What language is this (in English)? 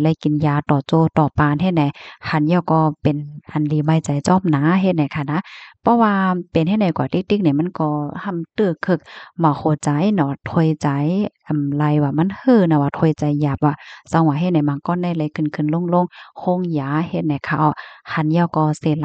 Shan